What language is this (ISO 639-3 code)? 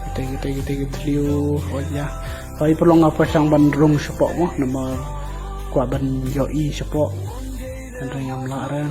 kha